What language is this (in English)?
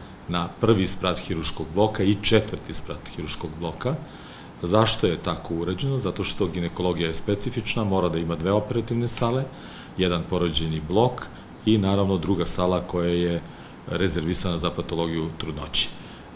Serbian